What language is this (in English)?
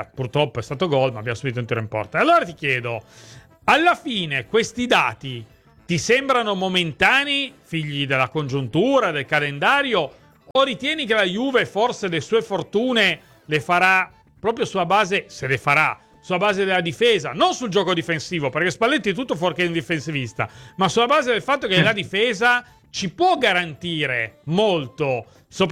Italian